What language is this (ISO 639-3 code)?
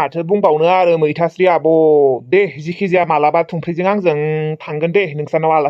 brx